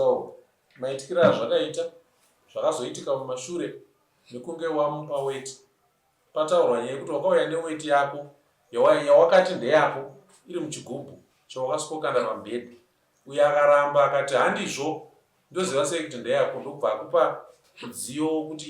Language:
Shona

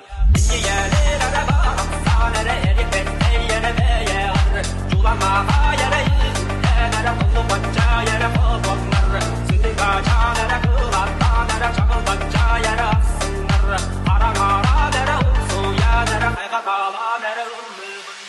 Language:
Yakut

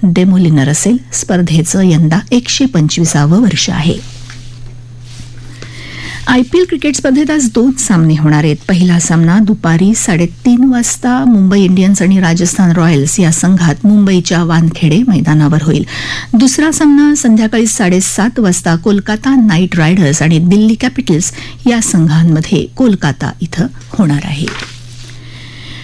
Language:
Marathi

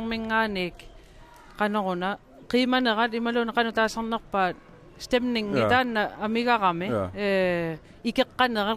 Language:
Kalaallisut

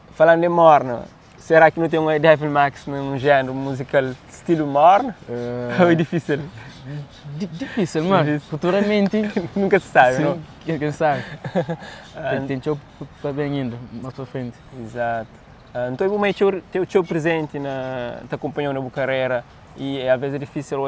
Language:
Kabuverdianu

